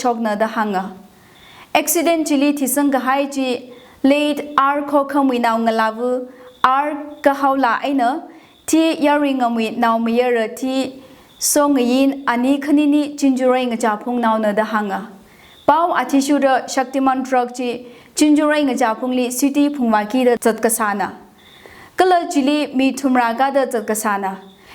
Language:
Tangkhul Naga (India)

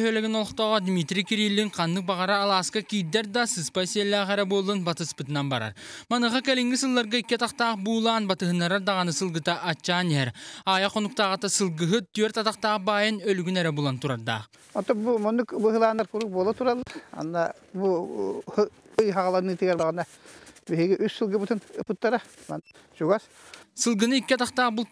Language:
Yakut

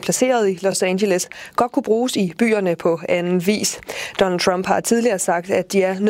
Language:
Danish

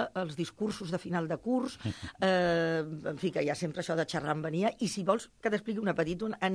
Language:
Catalan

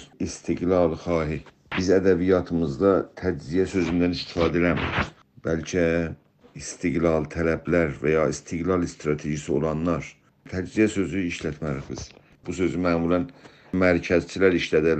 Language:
South Azerbaijani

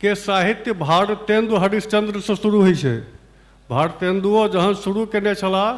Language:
Maithili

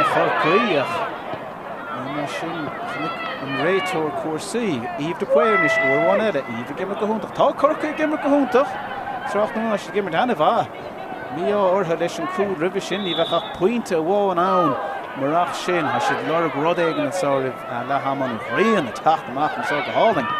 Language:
Irish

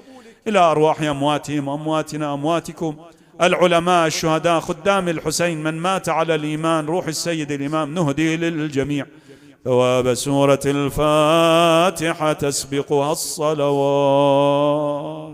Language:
Mesopotamian Arabic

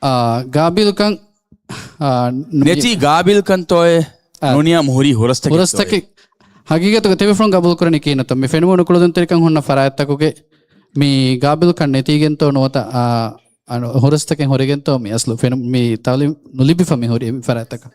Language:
Divehi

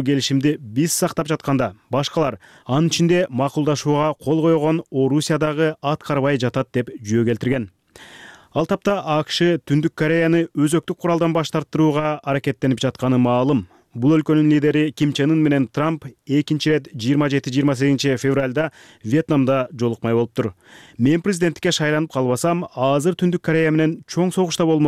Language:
Kyrgyz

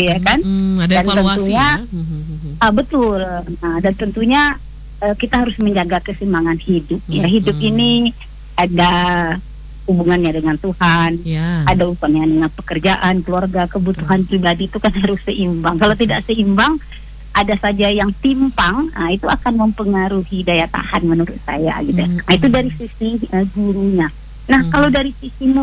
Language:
Indonesian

